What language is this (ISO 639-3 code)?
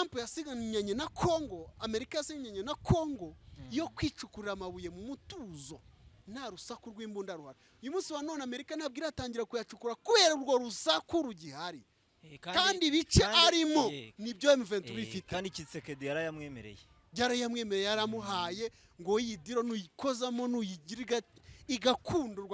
kin